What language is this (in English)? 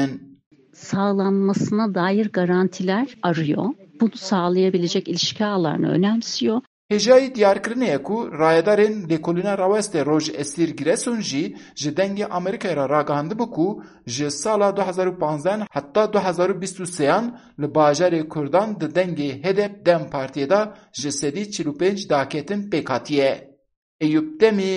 Kurdish